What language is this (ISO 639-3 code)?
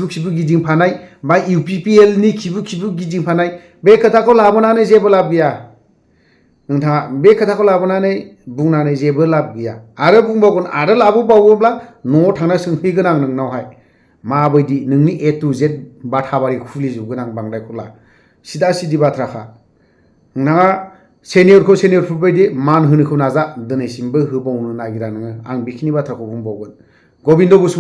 brx